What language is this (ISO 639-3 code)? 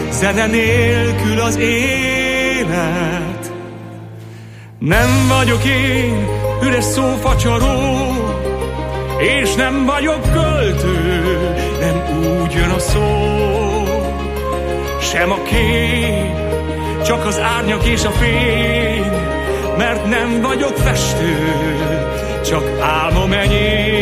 hun